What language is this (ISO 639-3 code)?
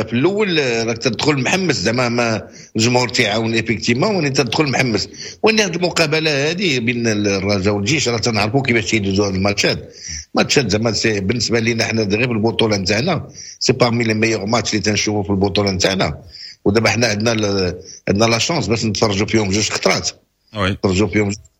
ary